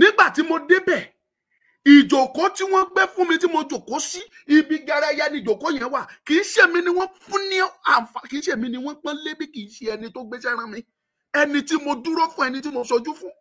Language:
Yoruba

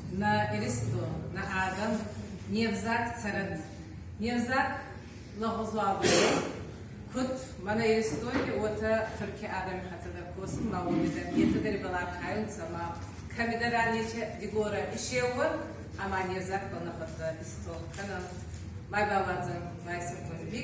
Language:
Ossetic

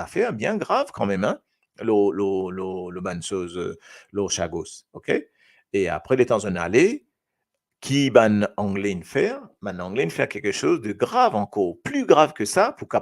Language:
Morisyen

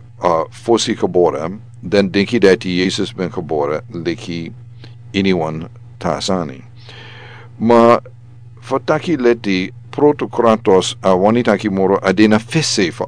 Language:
Sranan Tongo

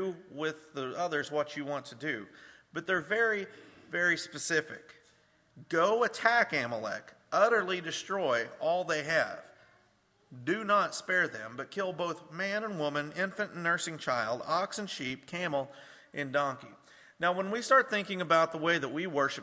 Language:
English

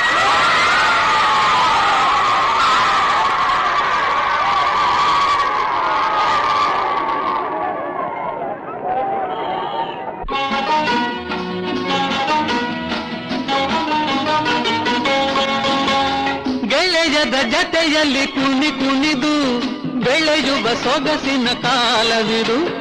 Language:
Kannada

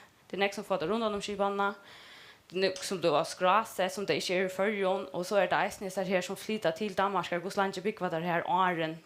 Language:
Faroese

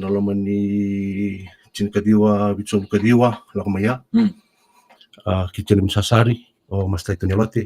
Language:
Fijian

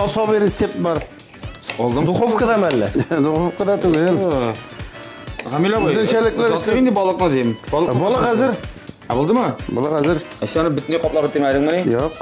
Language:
Tatar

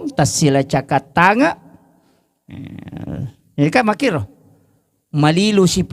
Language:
Buginese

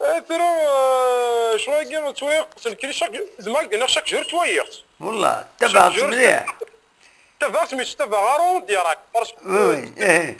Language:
Kabyle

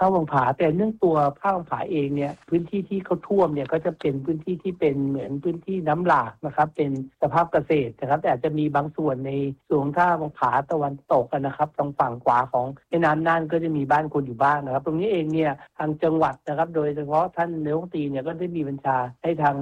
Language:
Thai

